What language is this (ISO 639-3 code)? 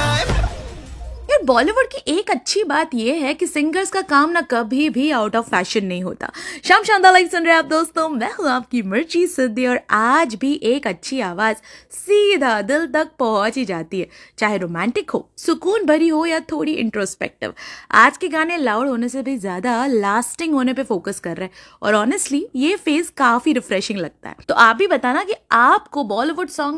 hin